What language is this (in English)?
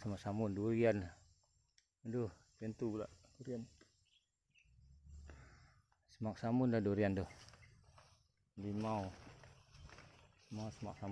Malay